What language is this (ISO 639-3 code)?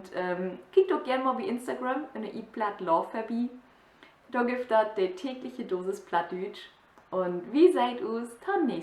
nds